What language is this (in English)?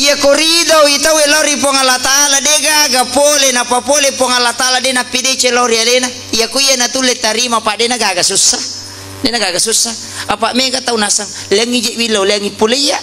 Buginese